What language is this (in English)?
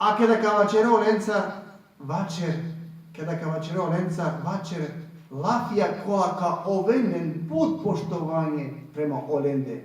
Balkan Romani